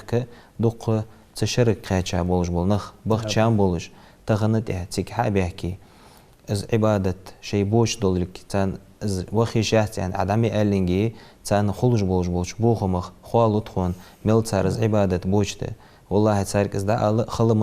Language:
Ingush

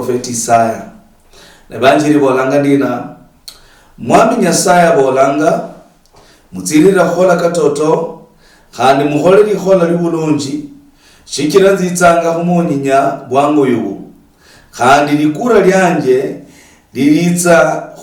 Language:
Luyia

